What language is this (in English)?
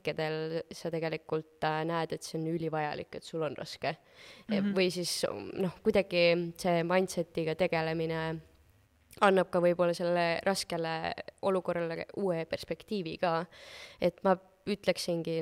Estonian